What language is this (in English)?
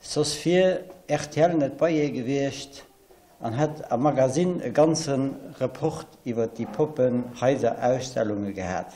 Luxembourgish